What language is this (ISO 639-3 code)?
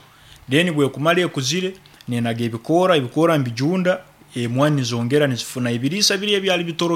nyo